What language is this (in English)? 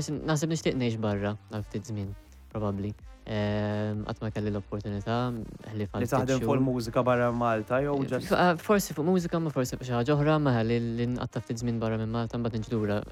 Maltese